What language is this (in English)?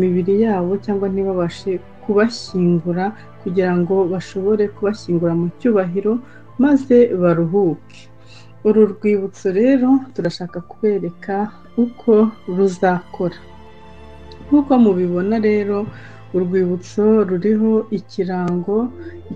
Kinyarwanda